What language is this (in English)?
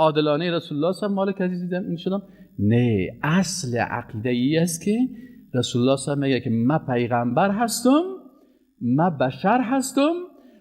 Persian